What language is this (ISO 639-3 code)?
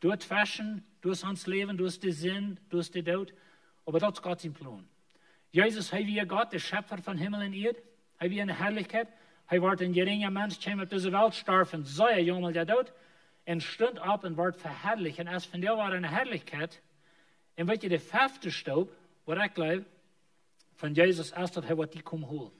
pdt